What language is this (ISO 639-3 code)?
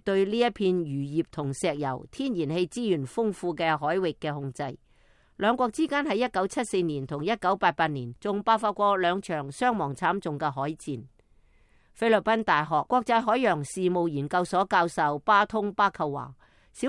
yue